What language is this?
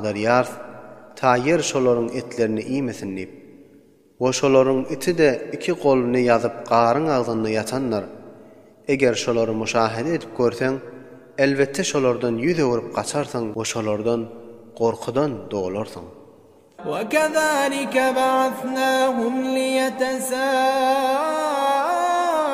Turkmen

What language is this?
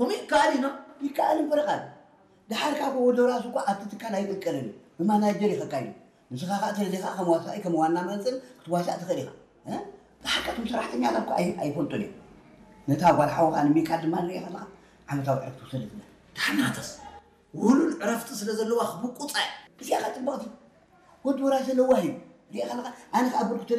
Tigrinya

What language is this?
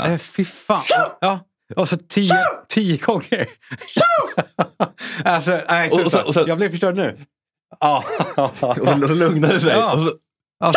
Swedish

